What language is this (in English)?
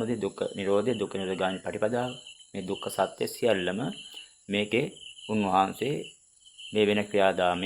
Sinhala